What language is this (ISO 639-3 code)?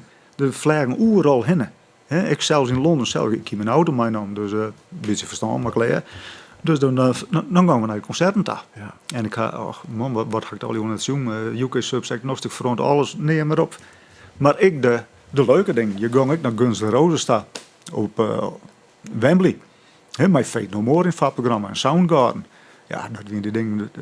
fry